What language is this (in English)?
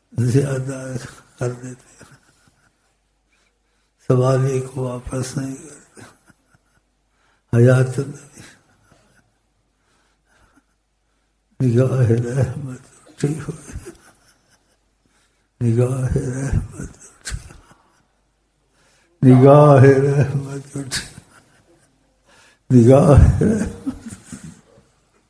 Urdu